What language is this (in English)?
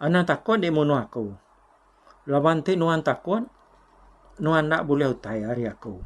Iban